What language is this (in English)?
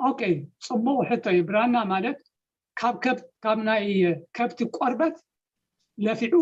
Tigrinya